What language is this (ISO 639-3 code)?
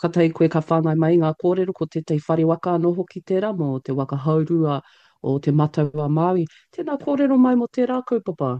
mri